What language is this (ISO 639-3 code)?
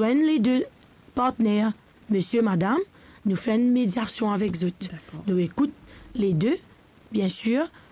mfe